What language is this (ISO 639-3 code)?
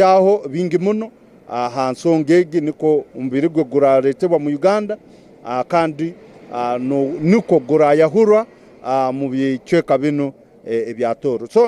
ttj